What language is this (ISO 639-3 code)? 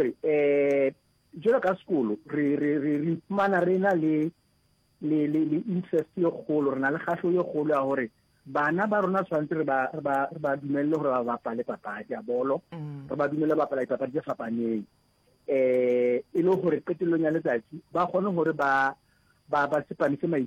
nso